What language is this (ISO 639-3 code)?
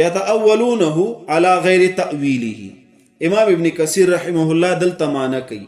pus